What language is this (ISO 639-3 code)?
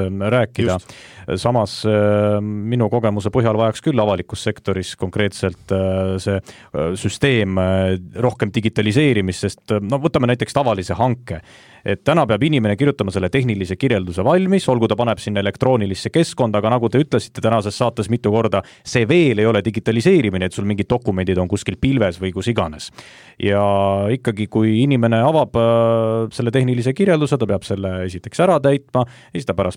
est